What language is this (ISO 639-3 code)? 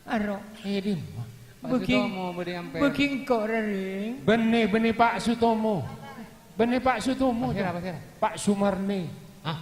mad